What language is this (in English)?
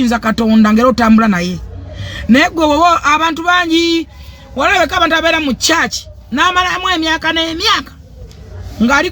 Ganda